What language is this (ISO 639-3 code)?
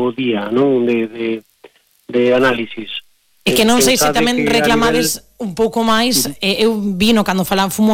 glg